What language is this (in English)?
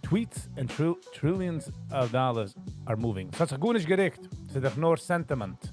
Yiddish